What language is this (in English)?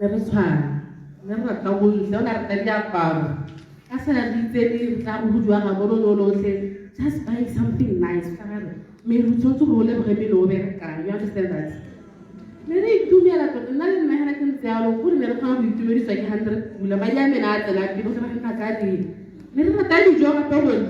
Tswana